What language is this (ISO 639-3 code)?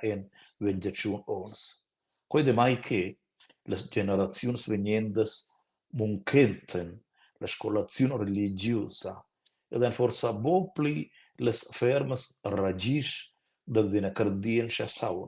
roh